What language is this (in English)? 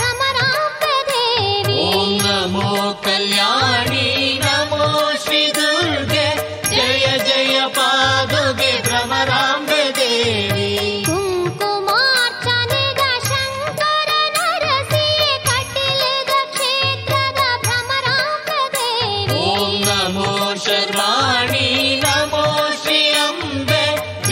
Kannada